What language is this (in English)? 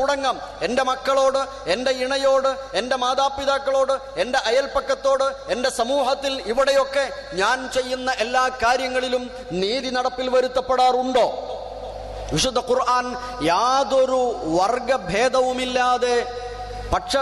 Malayalam